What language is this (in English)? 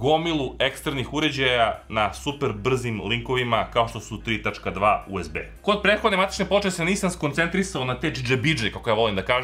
Serbian